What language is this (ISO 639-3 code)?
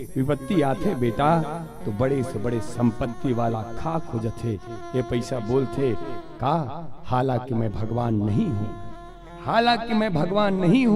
hne